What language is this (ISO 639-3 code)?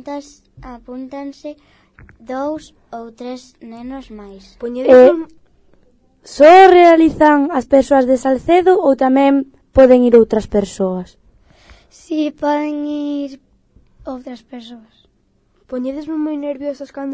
glg